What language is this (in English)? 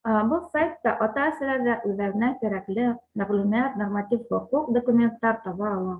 Bashkir